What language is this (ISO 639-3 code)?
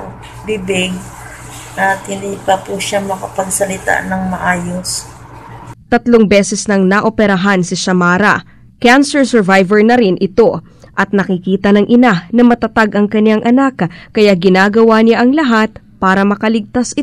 fil